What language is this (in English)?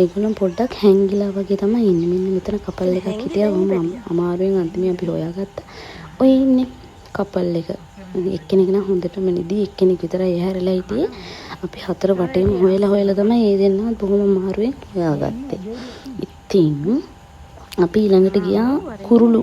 Sinhala